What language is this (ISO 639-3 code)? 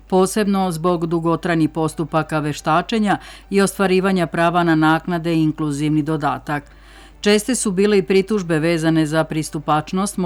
srp